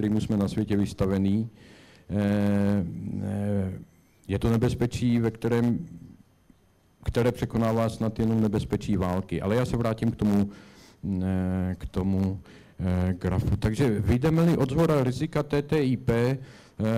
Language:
Czech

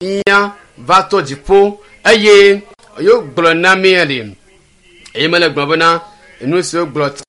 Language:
Ewe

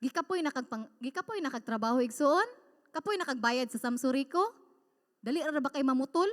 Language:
Cebuano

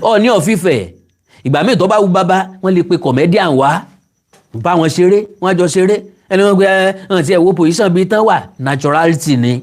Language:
Yoruba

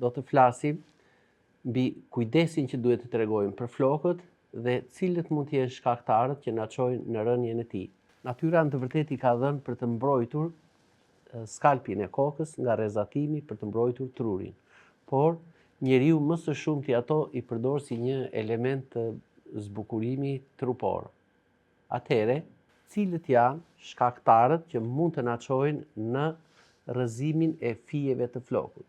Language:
Albanian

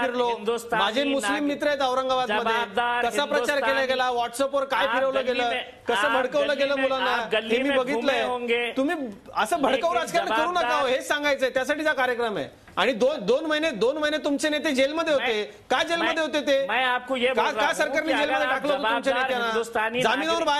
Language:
Marathi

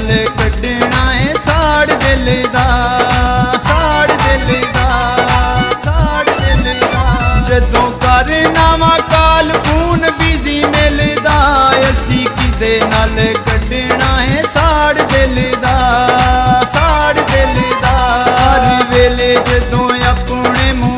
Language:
Punjabi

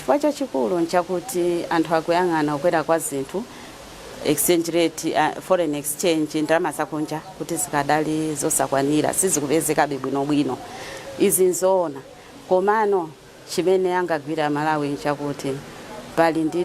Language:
Nyanja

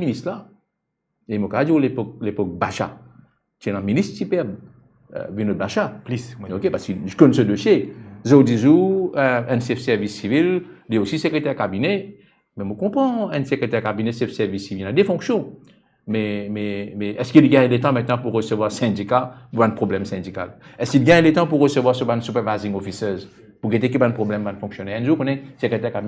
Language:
Morisyen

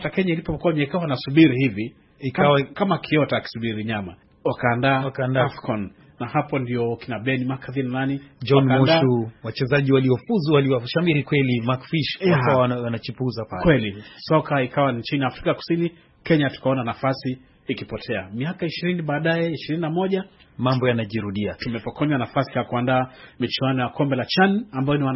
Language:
Swahili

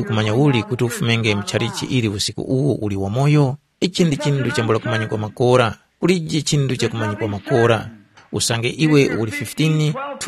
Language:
Tumbuka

